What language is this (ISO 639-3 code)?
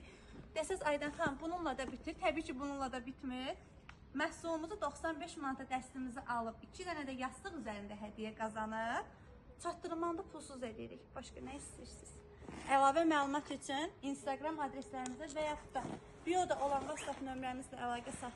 aze